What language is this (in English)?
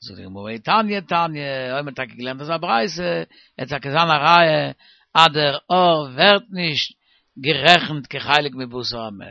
Yiddish